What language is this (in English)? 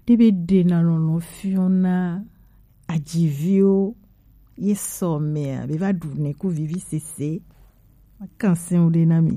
Gen